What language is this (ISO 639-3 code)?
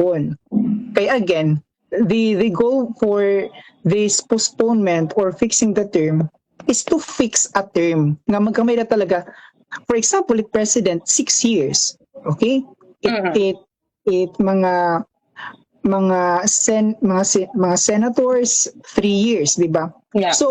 war